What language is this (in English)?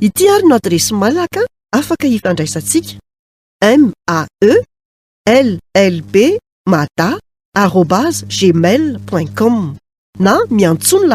Malagasy